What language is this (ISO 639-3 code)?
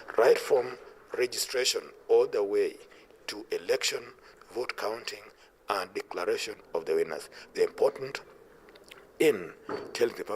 tsn